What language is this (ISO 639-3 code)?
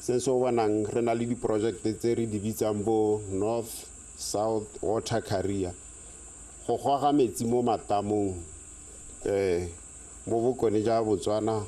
tsn